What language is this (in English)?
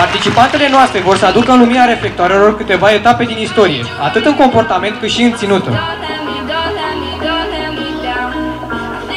Romanian